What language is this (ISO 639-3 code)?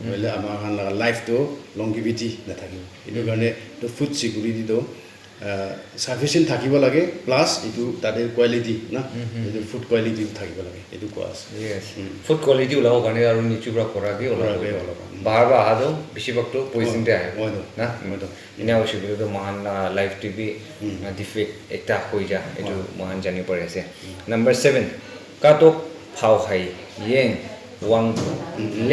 nag